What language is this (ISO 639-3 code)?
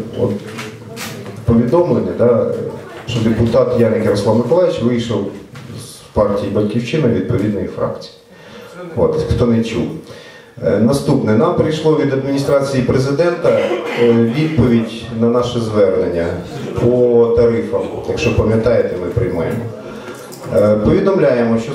ukr